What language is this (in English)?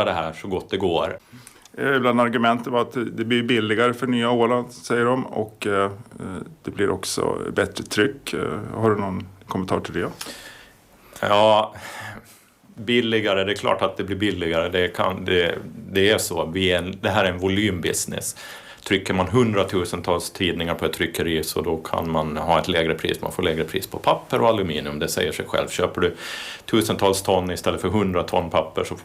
Swedish